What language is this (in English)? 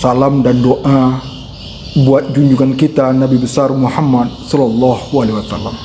Minangkabau